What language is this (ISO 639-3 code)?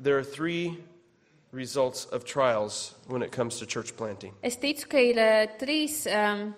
lav